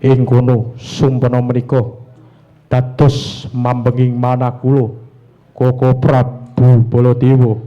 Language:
Javanese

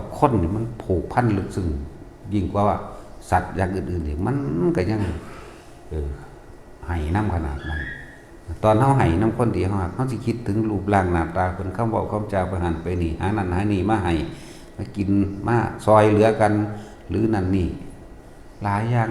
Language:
Northeastern Thai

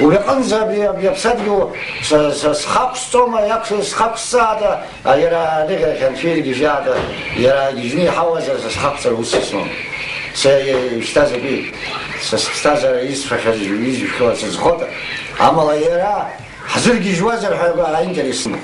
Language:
Abkhazian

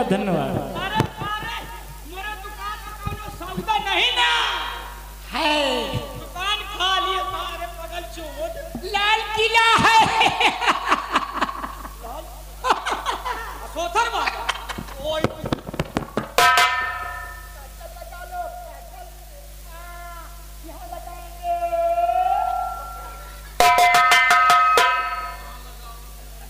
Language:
Hindi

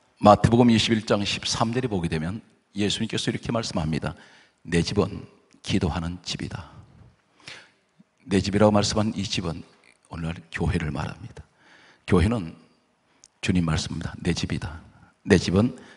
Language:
Korean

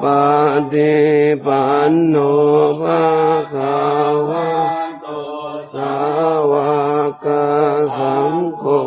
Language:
Pali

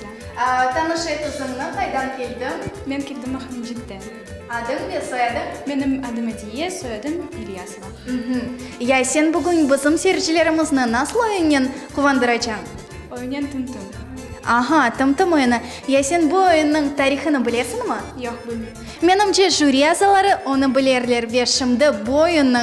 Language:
Crimean Tatar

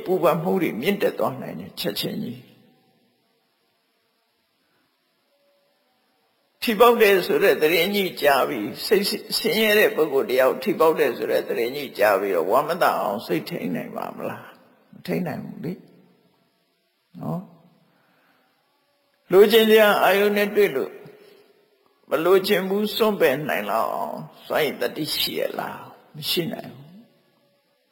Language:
Burmese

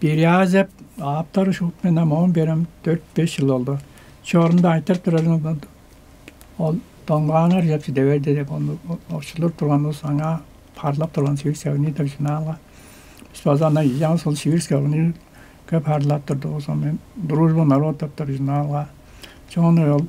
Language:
Tuvinian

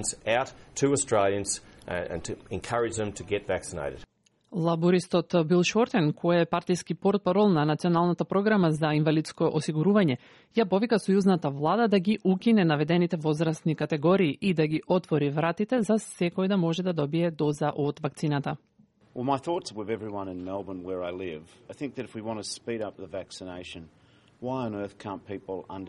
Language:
Macedonian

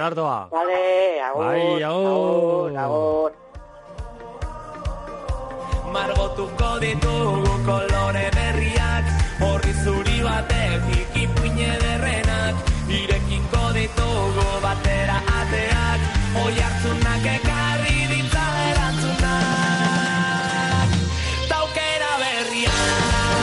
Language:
Basque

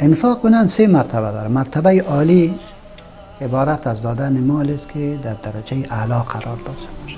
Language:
Persian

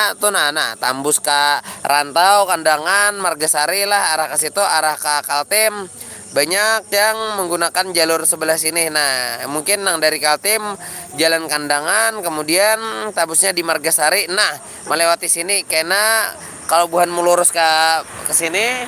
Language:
Banjar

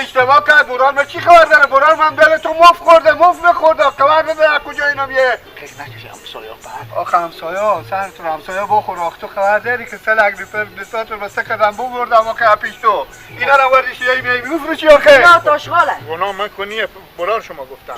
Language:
Persian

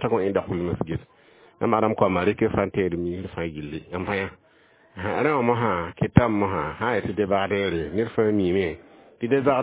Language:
Mossi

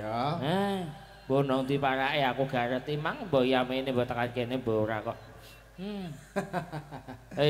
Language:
Javanese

